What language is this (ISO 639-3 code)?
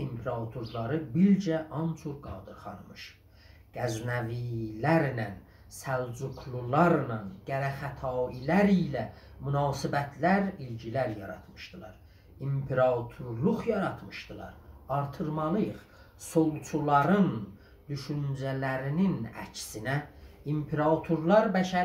azb